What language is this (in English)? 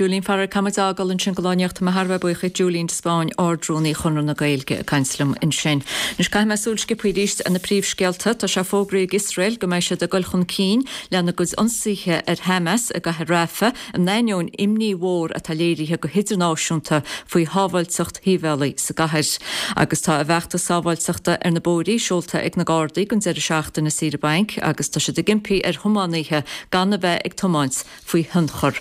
Irish